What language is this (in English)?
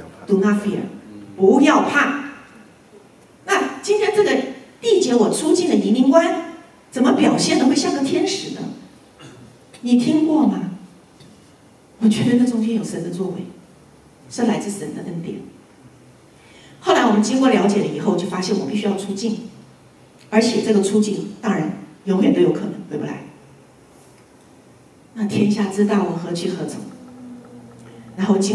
Chinese